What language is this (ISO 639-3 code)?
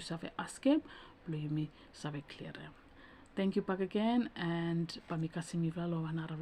bis